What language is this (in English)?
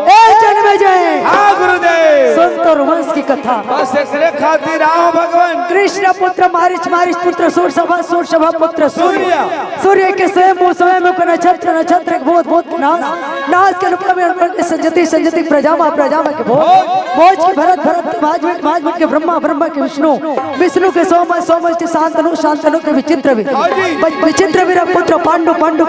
Chhattisgarhi